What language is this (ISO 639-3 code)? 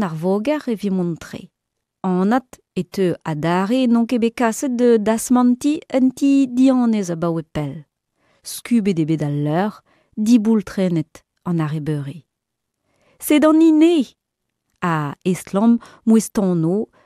bre